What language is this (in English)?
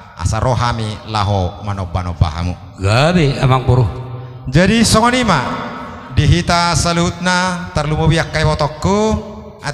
Batak Toba